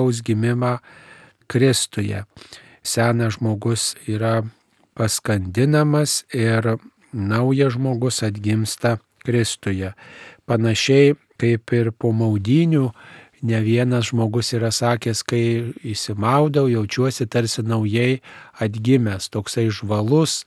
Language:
Lithuanian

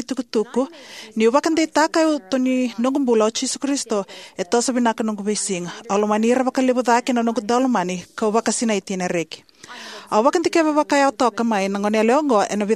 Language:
Fijian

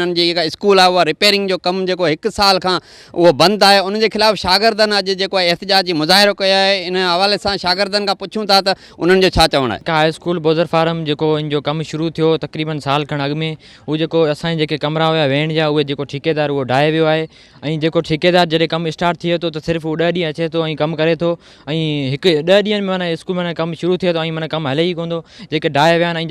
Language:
Sindhi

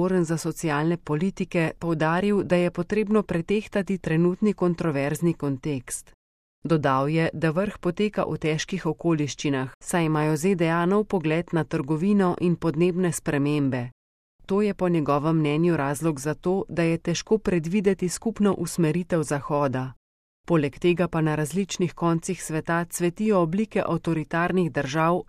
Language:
Slovenian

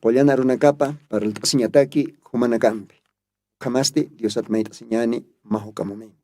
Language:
Aymara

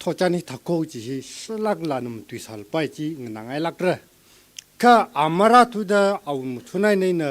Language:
Tangkhul Naga (India)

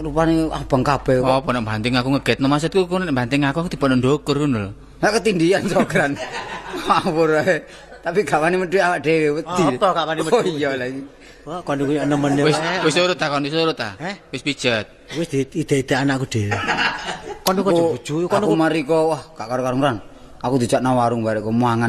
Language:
Javanese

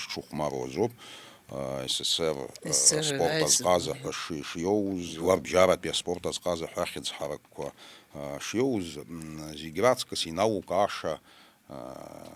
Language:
Abkhazian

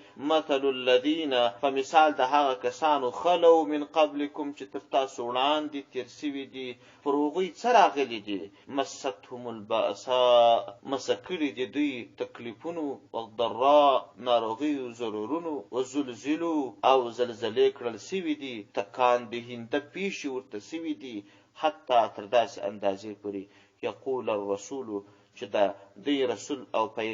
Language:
Pashto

